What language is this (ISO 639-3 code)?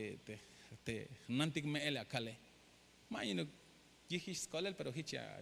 tzh